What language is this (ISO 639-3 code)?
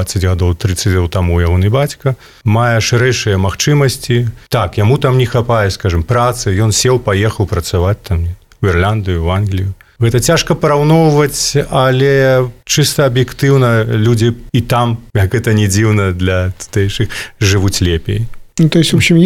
bel